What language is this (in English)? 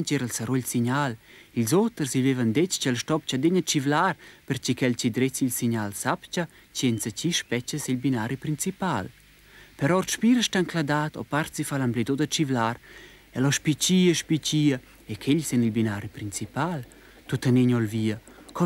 Romansh